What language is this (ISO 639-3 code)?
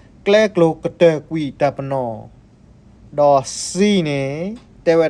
ksw